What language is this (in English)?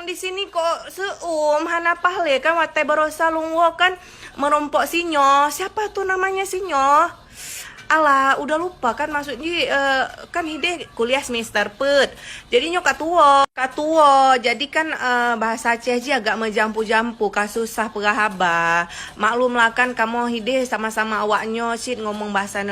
Achinese